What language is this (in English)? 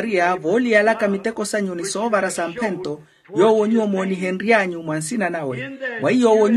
Makhuwa